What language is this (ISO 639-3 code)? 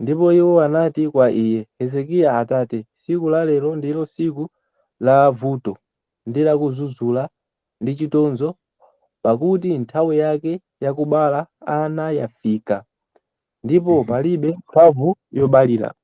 nya